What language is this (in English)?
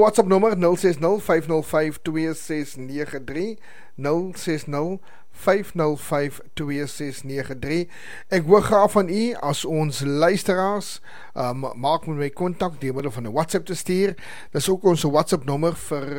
Afrikaans